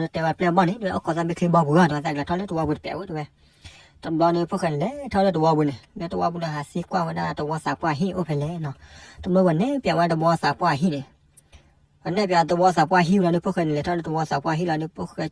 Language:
S'gaw Karen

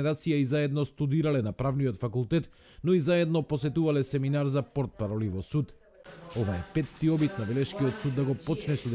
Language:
Macedonian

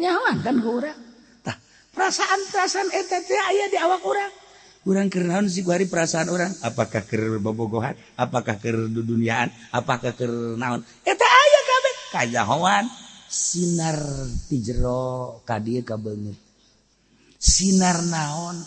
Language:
Sundanese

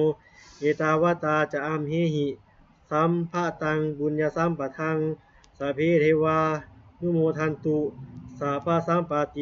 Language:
Pali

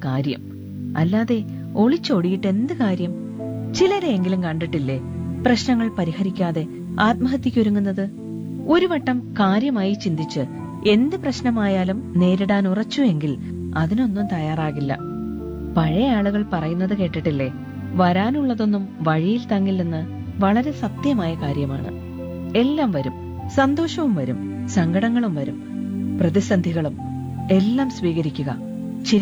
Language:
Malayalam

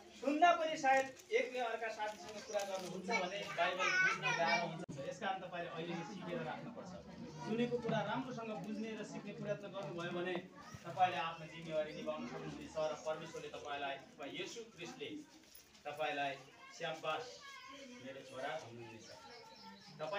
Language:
Nepali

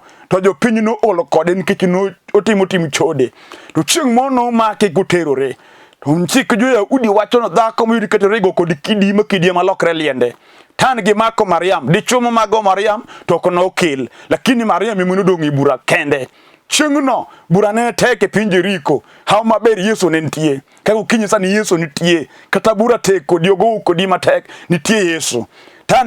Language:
Luo (Kenya and Tanzania)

